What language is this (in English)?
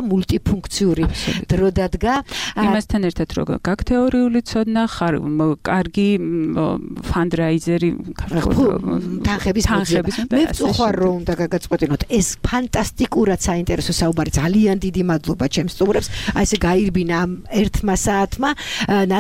Georgian